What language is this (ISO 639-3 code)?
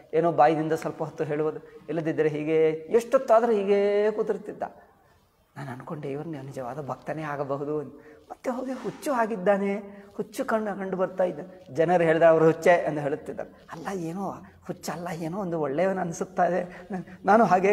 kan